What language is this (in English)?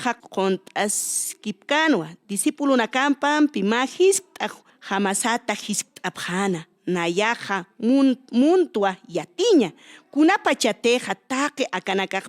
Aymara